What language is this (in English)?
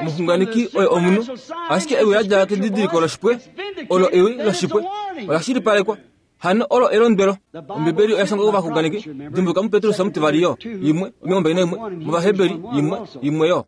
Kuanyama